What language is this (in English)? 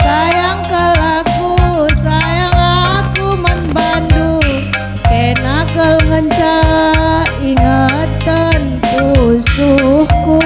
Batak Karo